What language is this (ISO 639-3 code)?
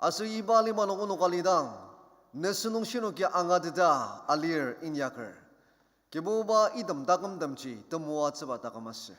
njo